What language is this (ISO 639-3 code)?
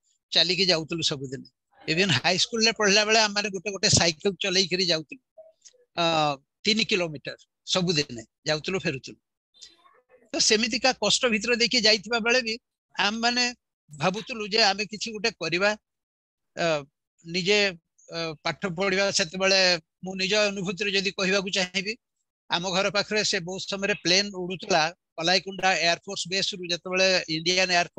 ori